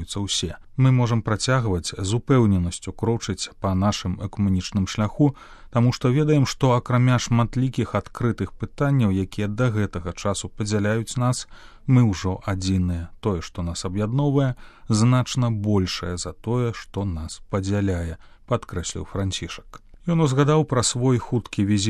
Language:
Belarusian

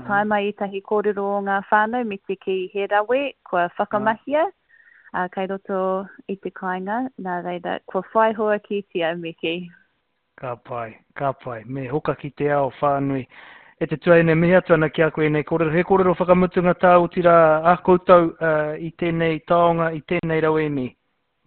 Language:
Māori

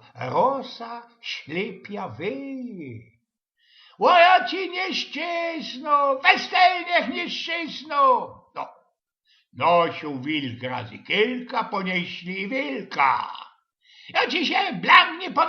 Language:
Silesian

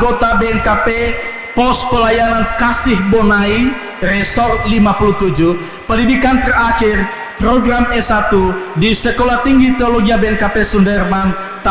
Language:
Nias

